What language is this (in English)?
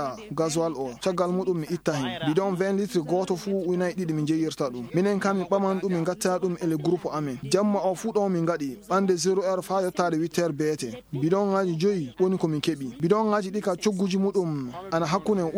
Maasina Fulfulde